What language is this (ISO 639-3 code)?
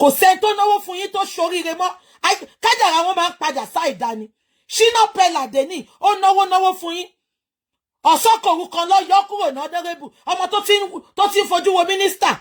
yor